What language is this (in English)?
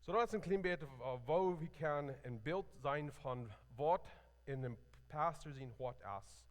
Plautdietsch